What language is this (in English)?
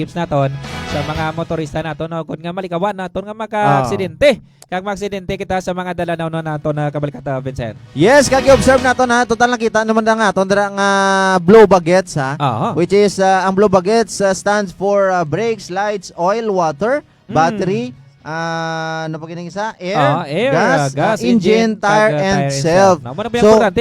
Hiligaynon